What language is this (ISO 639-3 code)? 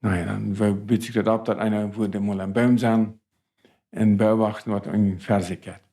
pdt